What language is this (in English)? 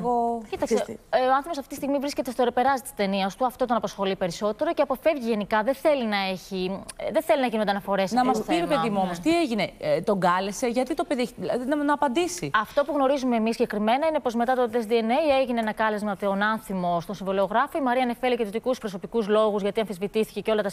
Greek